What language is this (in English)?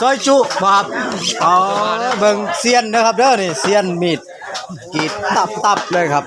Northeastern Thai